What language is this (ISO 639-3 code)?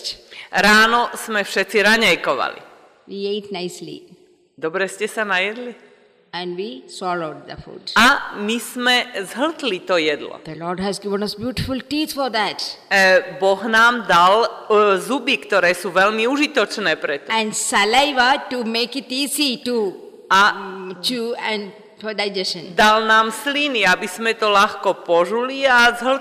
slk